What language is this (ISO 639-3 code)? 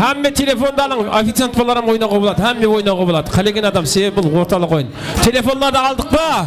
kaa